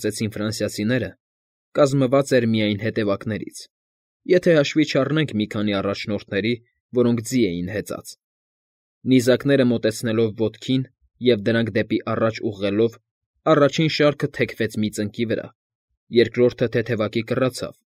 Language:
Armenian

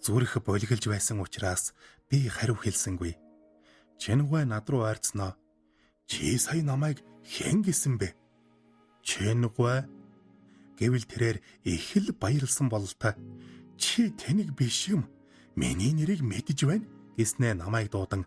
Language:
Mongolian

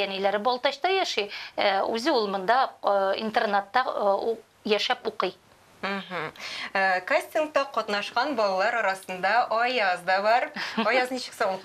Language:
Tatar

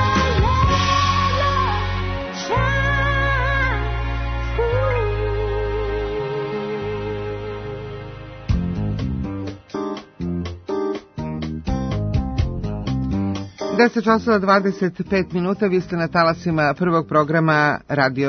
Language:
Serbian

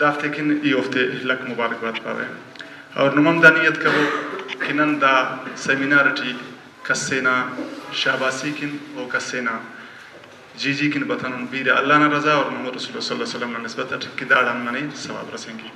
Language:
Brahui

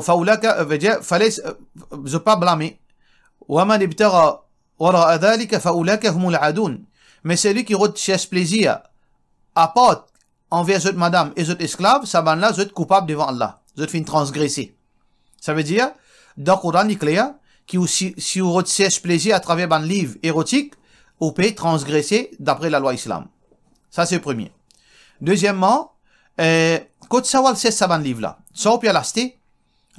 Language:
Morisyen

